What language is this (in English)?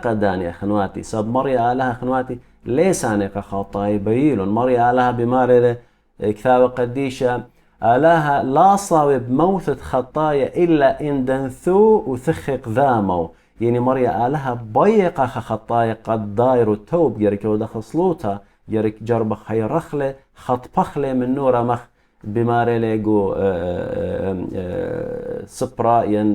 Assyrian Neo-Aramaic